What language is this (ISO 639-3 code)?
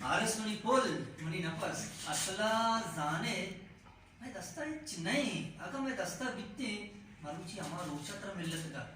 bal